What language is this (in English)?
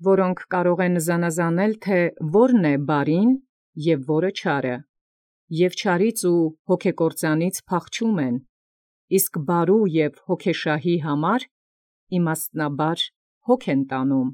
Armenian